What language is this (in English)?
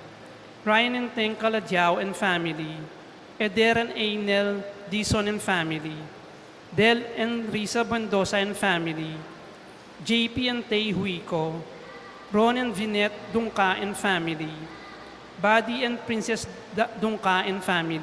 Pampanga